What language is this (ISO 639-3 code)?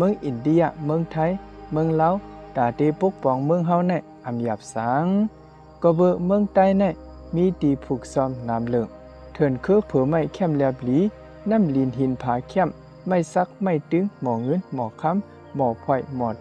shn